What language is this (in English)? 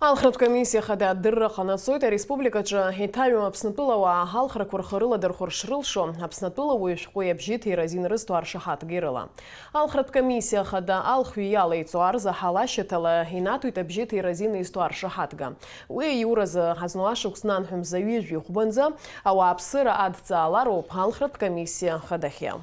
Abkhazian